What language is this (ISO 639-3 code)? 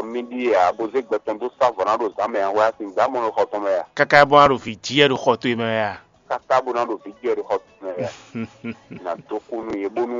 fon